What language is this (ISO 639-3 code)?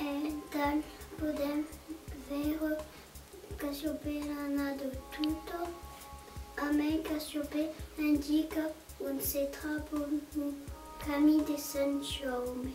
oci